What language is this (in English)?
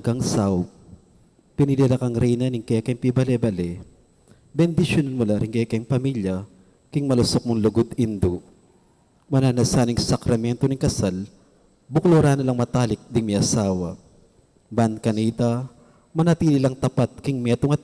Pampanga